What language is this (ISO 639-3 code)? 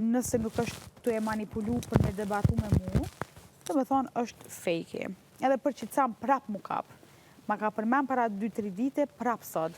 sqi